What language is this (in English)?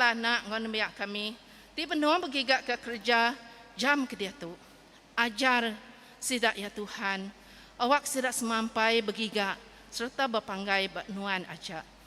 Iban